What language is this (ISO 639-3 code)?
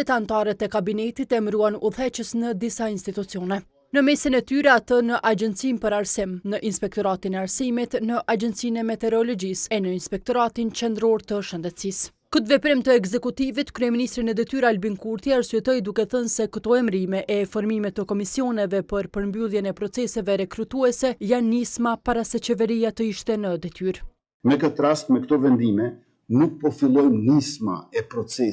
sqi